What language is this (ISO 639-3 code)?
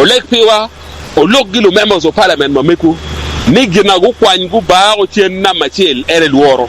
ach